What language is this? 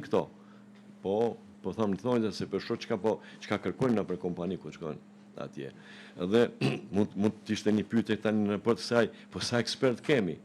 Albanian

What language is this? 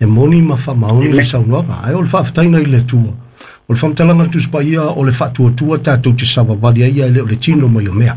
Samoan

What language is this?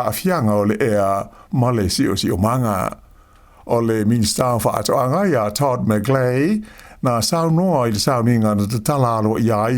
Samoan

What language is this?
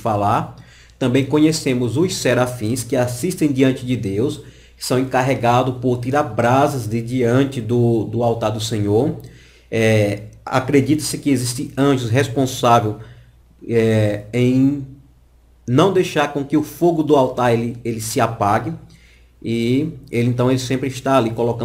Portuguese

